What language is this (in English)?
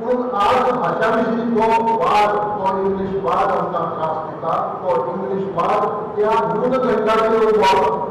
Konkani